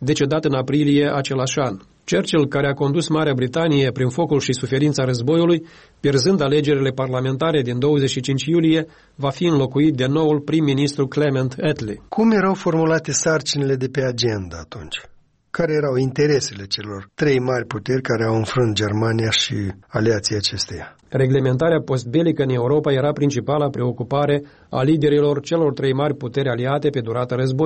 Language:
Romanian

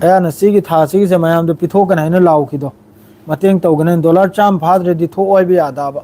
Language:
Manipuri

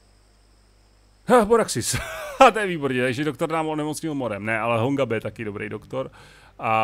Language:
Czech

